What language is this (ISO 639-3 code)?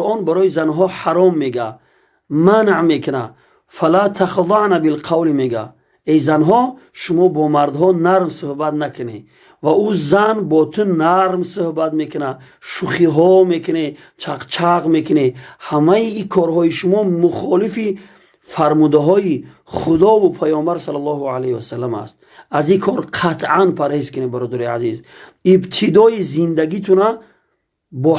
tgk